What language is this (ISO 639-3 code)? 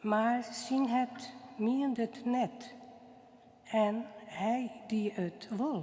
fry